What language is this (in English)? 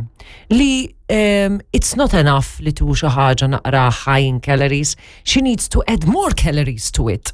Maltese